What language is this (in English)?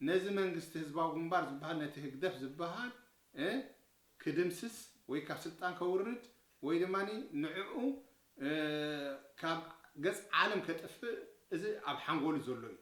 Tigrinya